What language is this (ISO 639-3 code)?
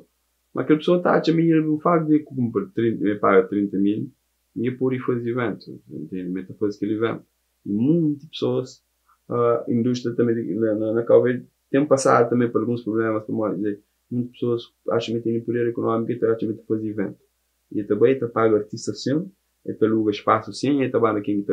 kea